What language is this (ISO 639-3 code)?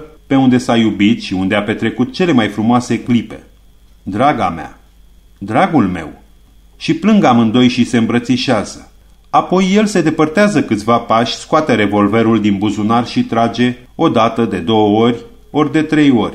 ron